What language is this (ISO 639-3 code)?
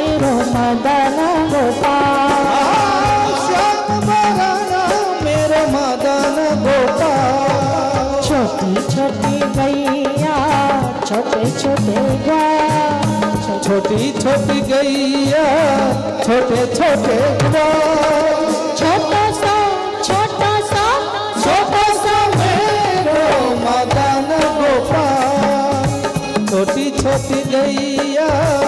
hin